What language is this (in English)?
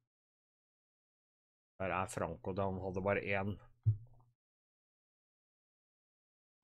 Norwegian